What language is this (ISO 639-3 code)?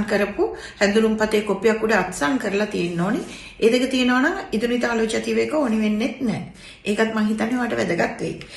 sin